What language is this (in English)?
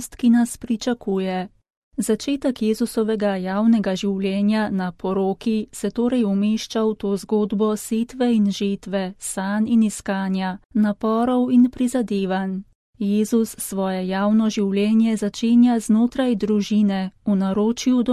Slovenian